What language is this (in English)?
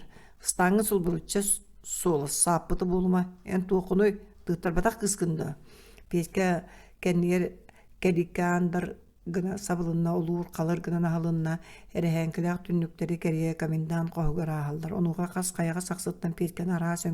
Yakut